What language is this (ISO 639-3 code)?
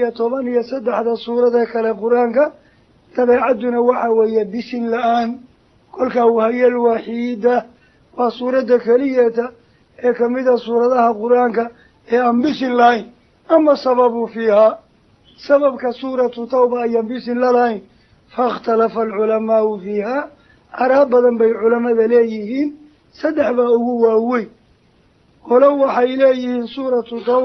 som